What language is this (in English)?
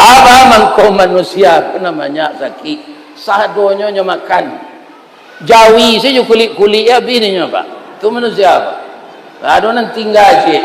Minangkabau